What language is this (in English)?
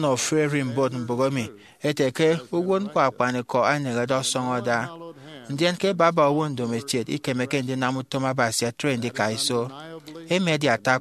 Efik